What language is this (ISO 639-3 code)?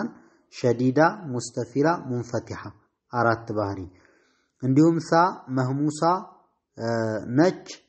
amh